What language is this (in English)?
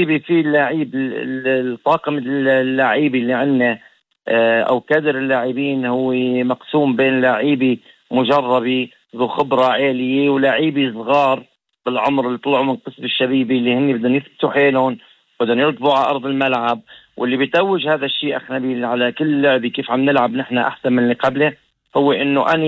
North Levantine Arabic